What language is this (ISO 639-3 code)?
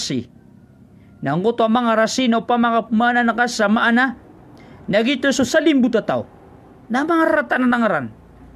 mrw